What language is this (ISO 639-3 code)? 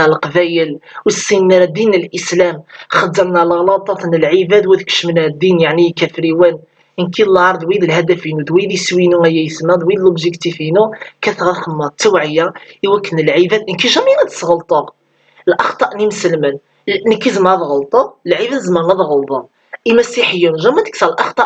kab